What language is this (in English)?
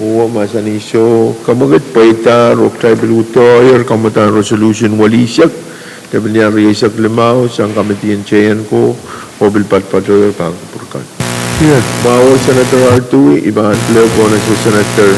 Pohnpeian